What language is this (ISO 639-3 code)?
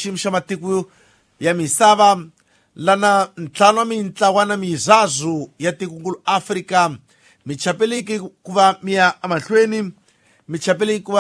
tso